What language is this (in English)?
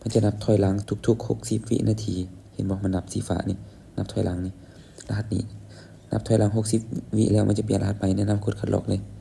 Lao